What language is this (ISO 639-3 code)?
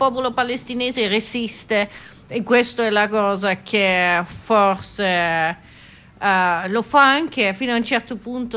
ita